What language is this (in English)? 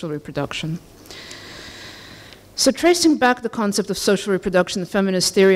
English